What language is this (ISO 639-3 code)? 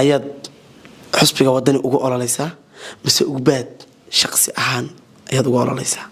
som